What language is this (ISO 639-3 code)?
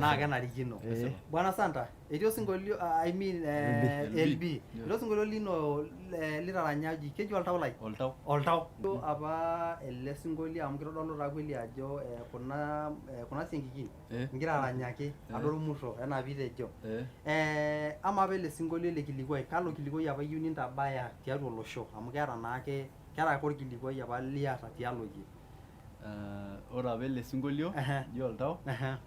mas